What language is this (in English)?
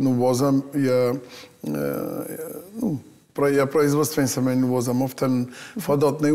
Ossetic